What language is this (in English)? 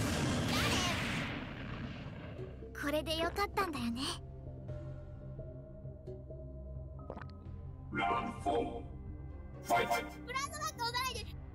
Japanese